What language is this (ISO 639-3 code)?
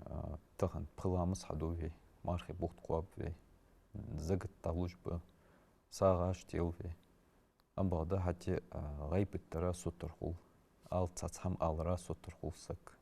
inh